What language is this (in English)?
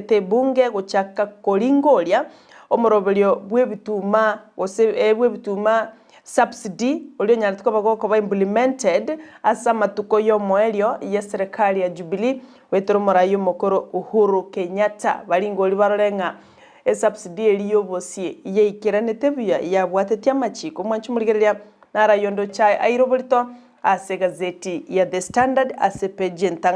Gusii